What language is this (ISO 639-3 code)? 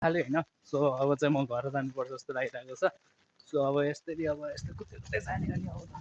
nep